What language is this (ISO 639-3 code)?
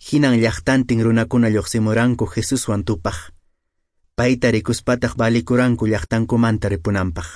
que